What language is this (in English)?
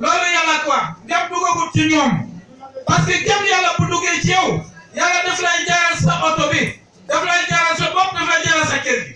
Wolof